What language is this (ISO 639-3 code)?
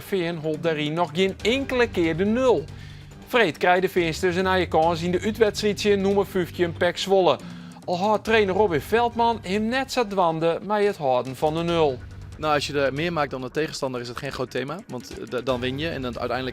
fry